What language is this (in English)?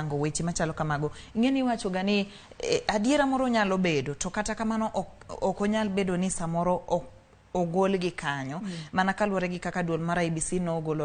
Luo (Kenya and Tanzania)